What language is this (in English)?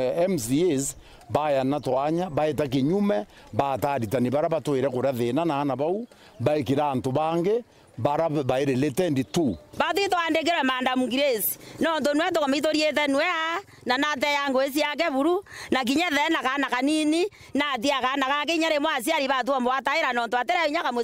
Meru